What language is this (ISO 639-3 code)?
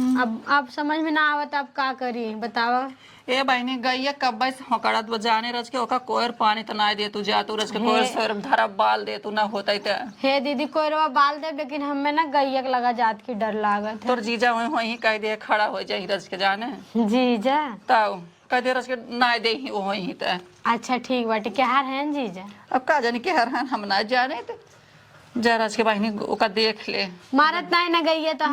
awa